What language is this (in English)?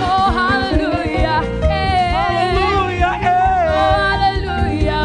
Ewe